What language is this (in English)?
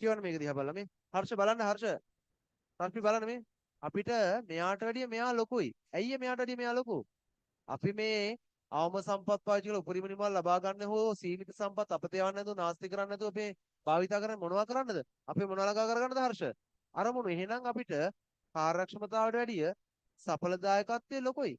Sinhala